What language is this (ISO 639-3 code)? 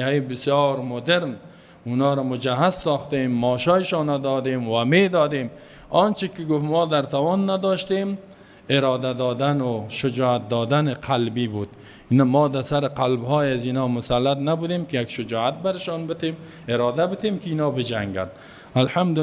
fas